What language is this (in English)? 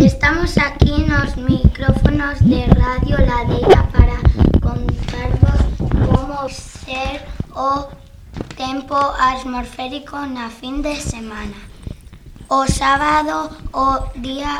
Galician